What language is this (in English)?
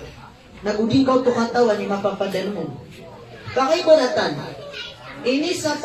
Maranao